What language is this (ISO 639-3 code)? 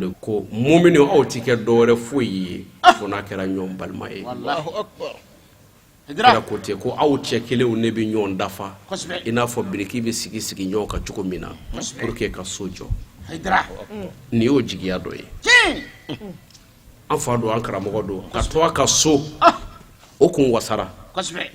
bam